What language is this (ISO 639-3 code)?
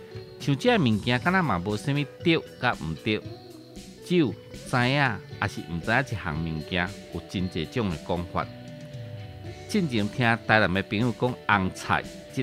nan